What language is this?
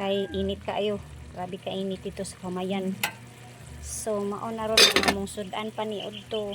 Cebuano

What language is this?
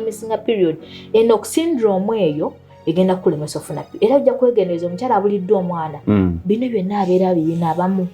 Ganda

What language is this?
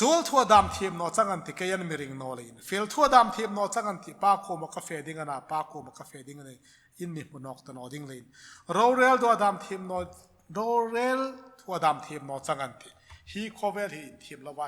Hmar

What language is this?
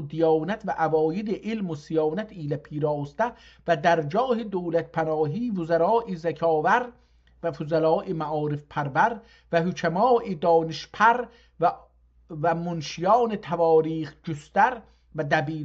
South Azerbaijani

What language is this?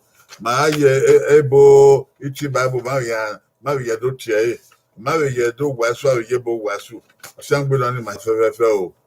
Bini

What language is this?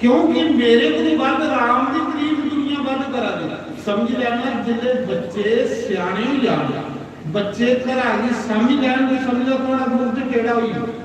Dogri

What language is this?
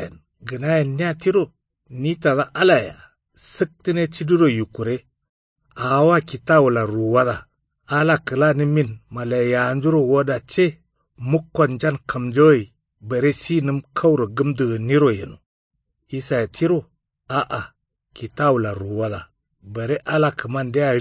Kanuri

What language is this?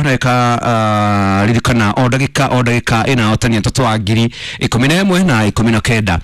Kikuyu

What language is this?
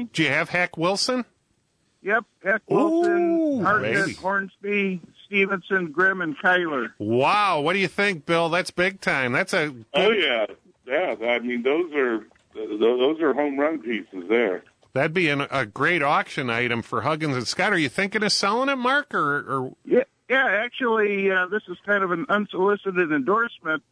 English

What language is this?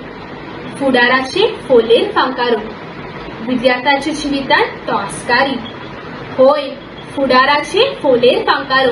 Konkani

